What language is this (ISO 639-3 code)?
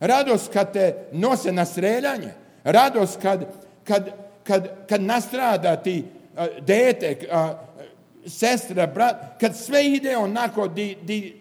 srp